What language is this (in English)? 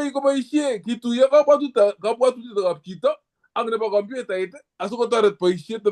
Kalenjin